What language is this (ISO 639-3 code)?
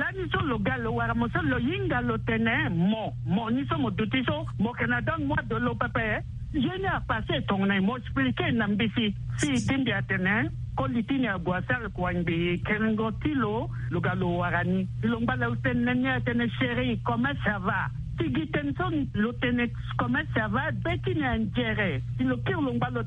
sag